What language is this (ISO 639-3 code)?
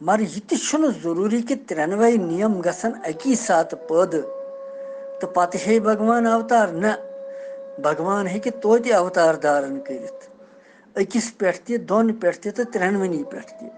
kas